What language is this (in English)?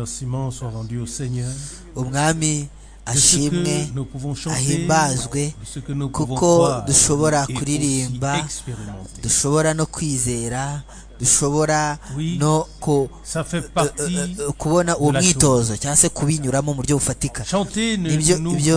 Kinyarwanda